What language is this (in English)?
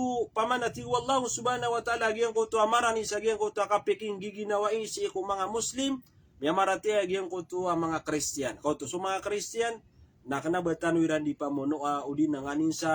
Maranao